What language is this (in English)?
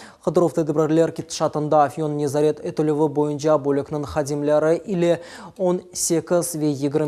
Crimean Tatar